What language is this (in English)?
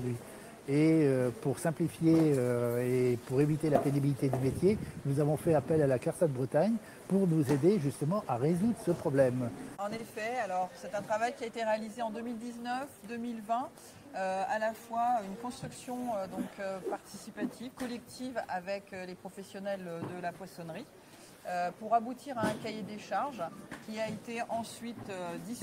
French